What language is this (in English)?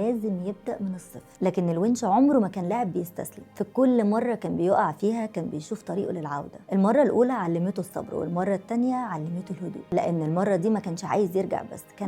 Egyptian Arabic